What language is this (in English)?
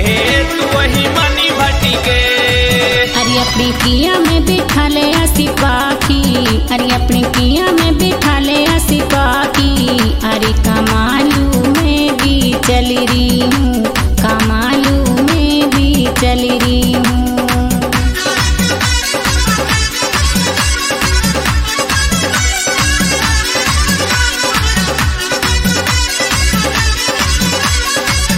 Bhojpuri